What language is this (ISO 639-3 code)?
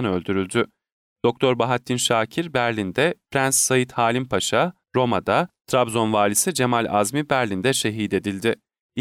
tur